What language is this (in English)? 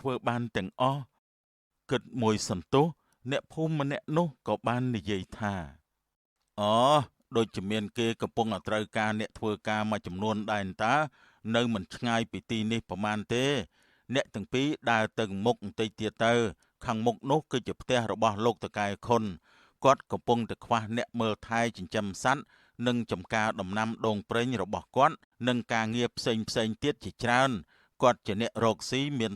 Khmer